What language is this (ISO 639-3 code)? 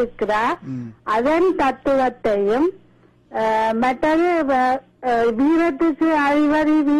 tam